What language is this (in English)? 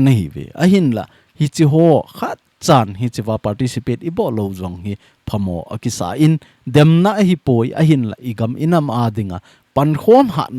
Thado Chin